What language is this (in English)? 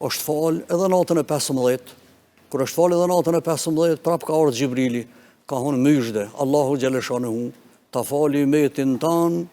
Albanian